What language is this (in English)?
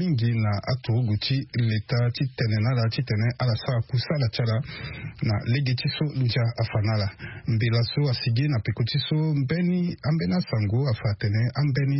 Sango